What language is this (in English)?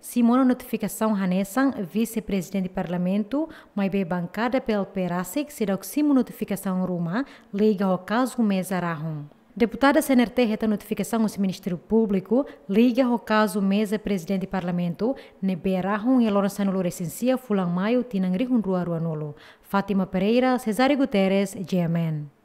Tetum